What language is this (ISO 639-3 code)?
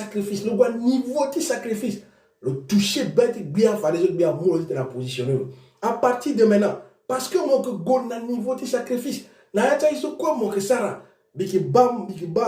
sag